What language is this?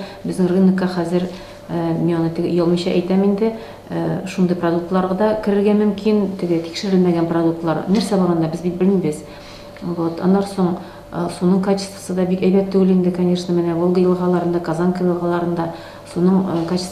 Tatar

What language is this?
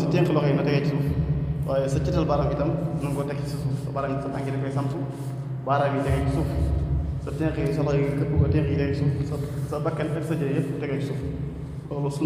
Wolof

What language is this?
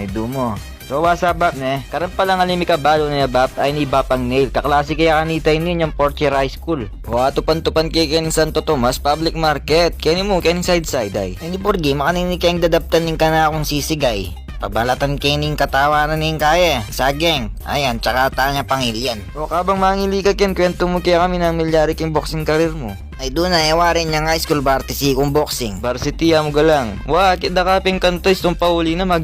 Pampanga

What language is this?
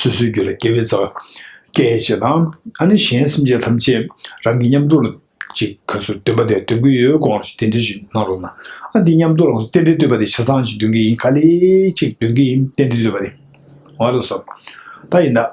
Tibetan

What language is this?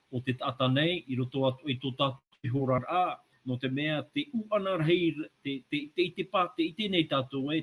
Tahitian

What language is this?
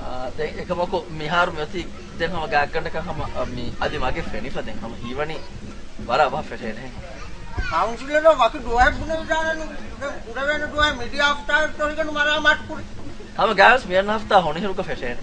Divehi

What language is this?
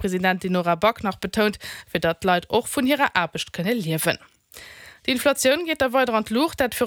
Luxembourgish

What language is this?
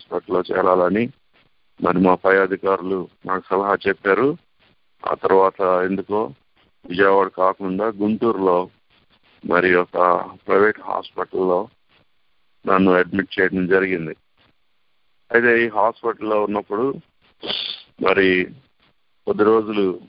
Telugu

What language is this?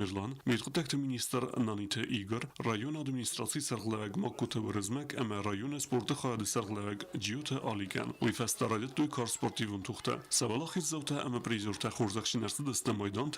Ossetic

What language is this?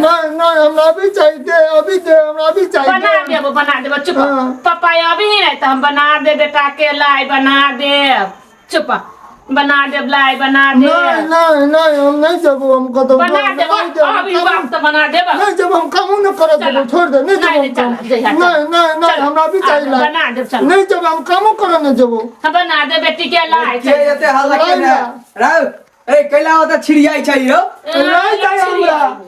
Maithili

